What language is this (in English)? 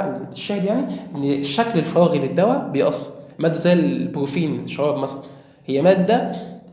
Egyptian Arabic